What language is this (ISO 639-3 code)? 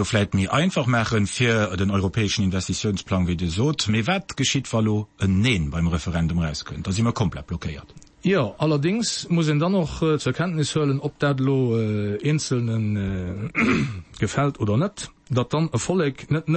ltz